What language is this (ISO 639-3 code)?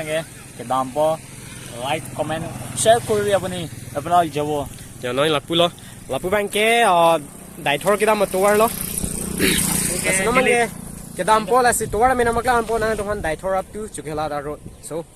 mjw